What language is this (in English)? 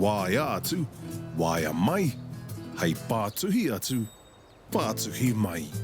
Māori